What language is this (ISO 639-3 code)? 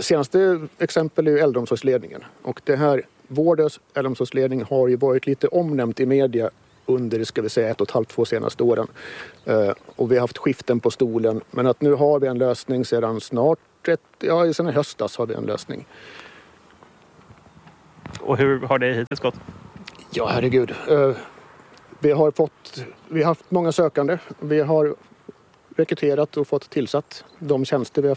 swe